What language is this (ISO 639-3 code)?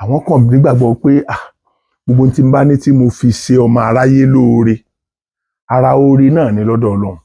yor